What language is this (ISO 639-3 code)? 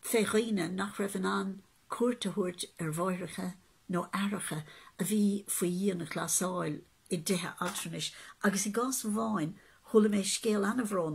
gle